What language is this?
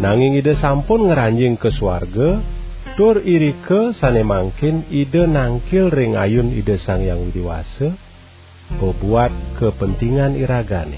Balinese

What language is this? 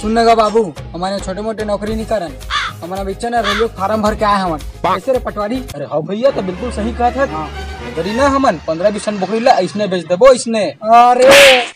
Chhattisgarhi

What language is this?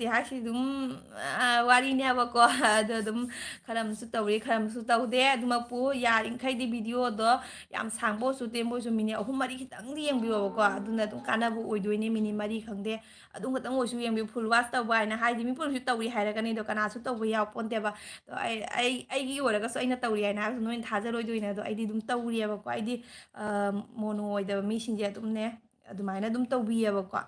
Manipuri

